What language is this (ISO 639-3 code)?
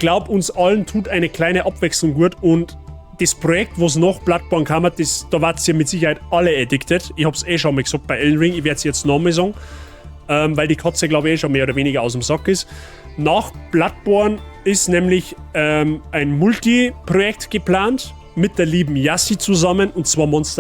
bar